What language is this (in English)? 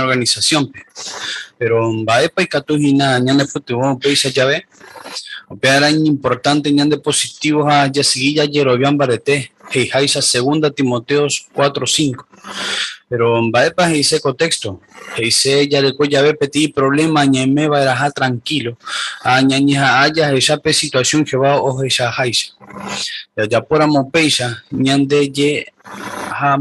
Guarani